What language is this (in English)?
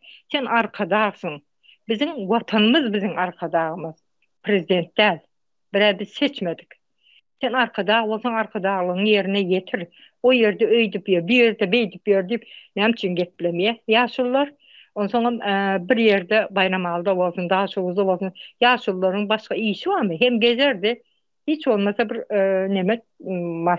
Turkmen